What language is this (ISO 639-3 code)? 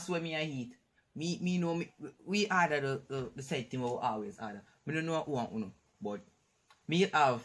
jam